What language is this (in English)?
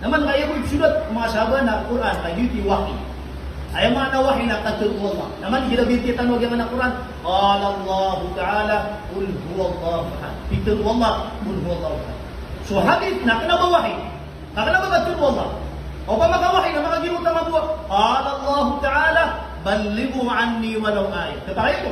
Maranao